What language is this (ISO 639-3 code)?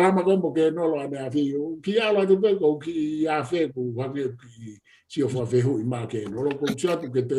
ton